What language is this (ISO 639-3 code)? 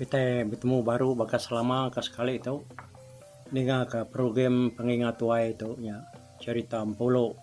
iba